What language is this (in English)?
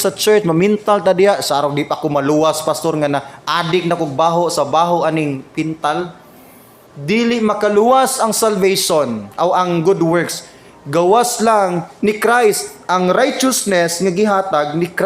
Cebuano